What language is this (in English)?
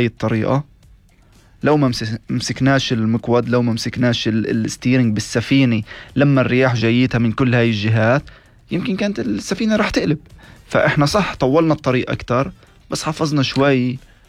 North Levantine Arabic